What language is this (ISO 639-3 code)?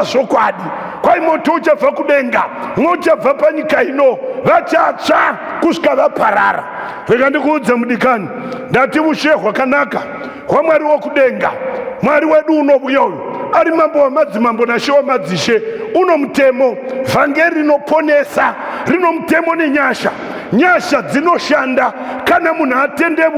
sna